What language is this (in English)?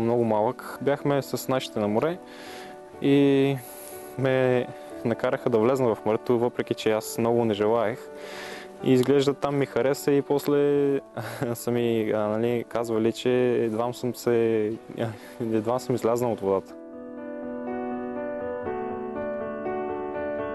Bulgarian